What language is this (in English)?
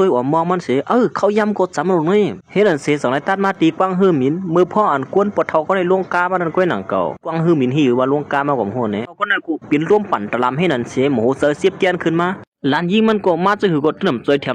Shan